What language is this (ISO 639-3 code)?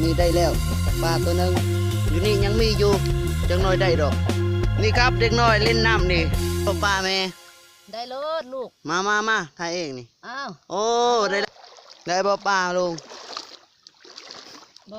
tts